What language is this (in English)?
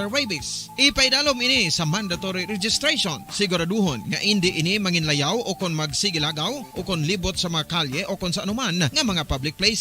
Hiligaynon